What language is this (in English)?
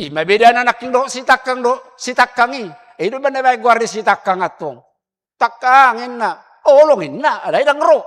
Batak Toba